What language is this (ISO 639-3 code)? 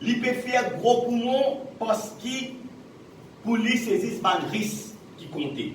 mfe